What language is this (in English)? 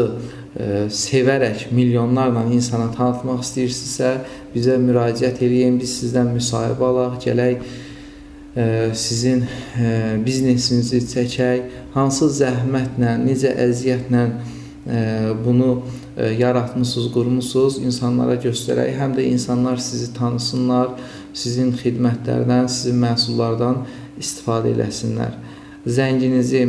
Azerbaijani